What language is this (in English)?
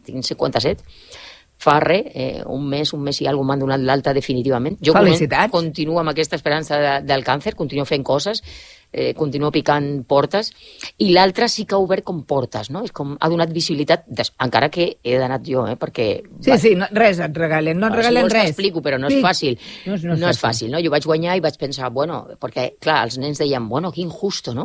Catalan